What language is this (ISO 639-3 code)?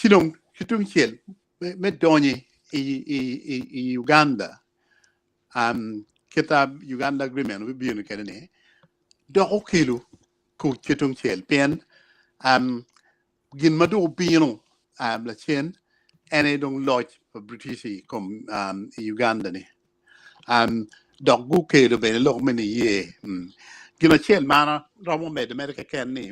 ach